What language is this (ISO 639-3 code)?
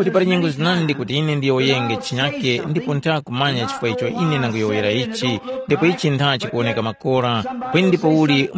tum